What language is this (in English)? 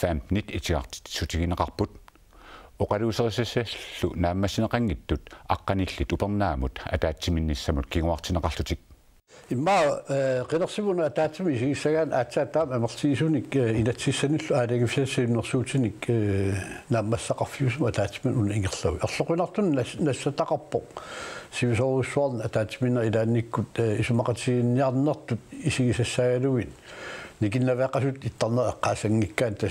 Kalaallisut